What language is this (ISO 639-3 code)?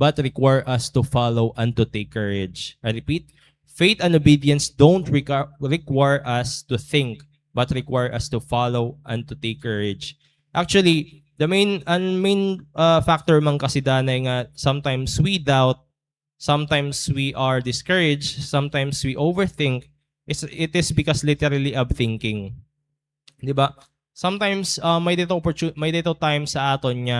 war